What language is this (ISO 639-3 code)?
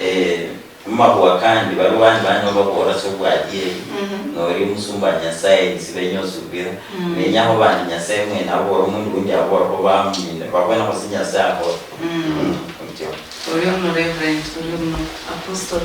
luy